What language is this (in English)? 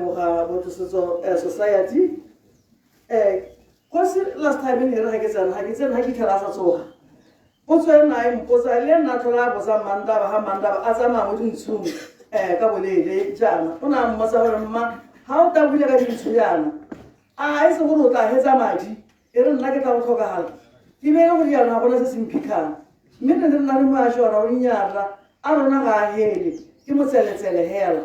Tswana